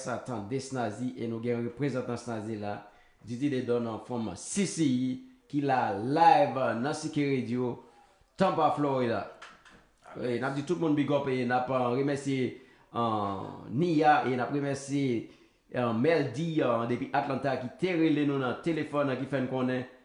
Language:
Haitian Creole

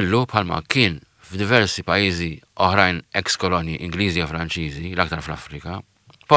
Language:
Maltese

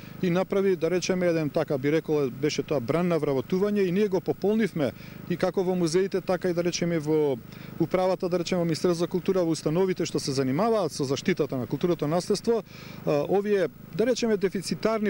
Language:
Macedonian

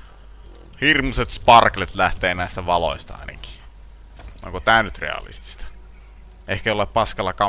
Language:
Finnish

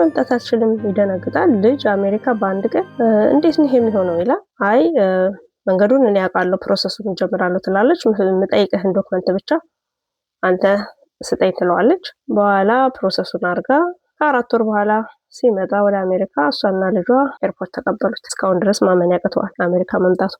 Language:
Amharic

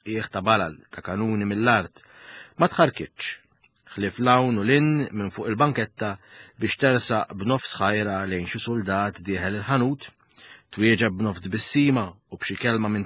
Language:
Maltese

